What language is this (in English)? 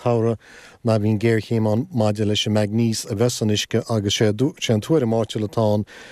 Irish